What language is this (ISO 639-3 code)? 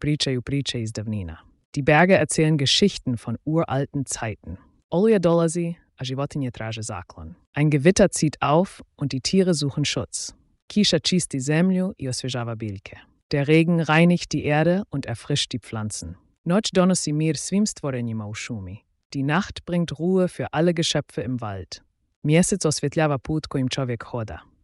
slv